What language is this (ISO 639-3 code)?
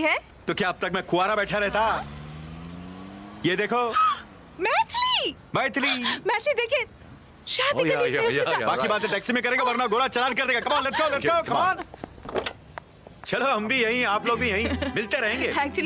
hin